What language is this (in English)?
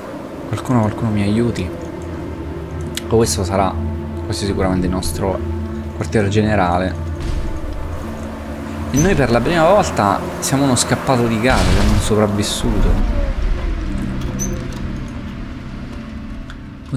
Italian